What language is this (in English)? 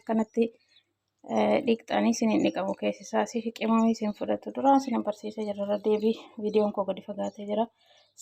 Oromo